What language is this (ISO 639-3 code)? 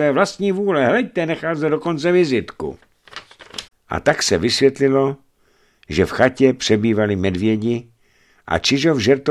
ces